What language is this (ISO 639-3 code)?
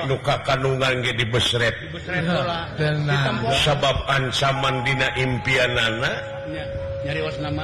sun